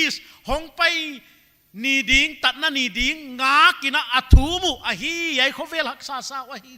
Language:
Paite Chin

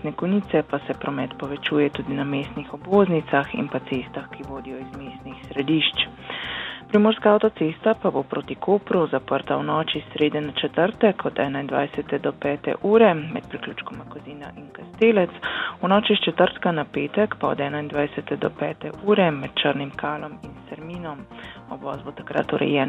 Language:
Slovenian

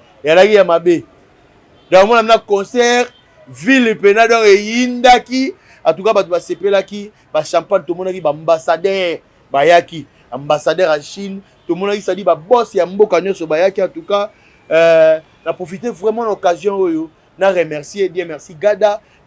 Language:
Lingala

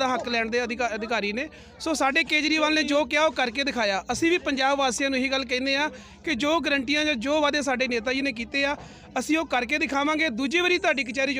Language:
Punjabi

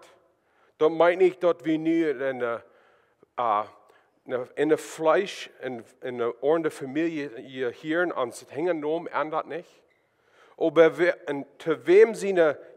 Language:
Plautdietsch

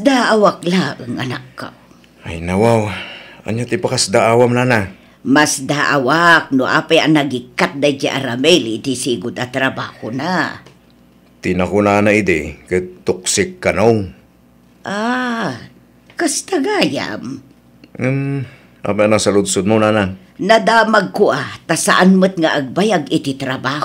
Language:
Iloko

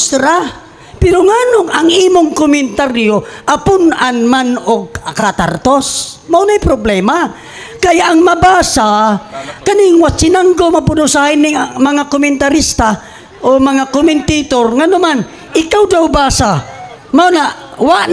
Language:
Cebuano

